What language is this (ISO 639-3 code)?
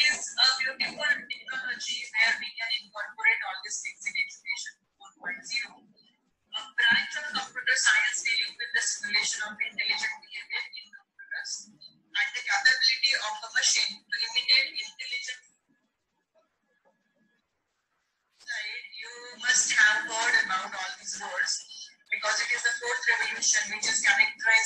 eng